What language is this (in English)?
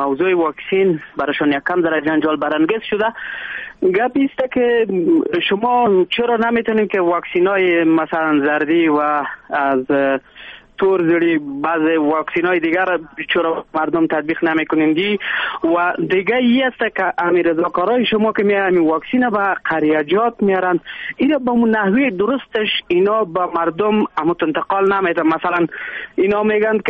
Persian